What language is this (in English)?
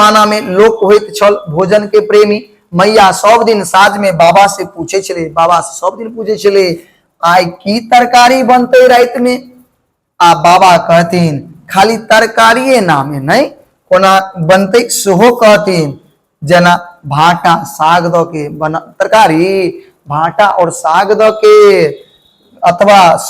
Maithili